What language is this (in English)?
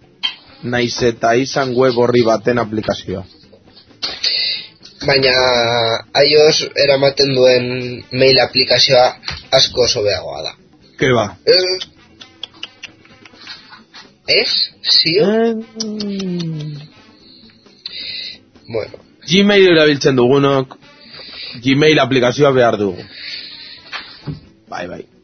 Basque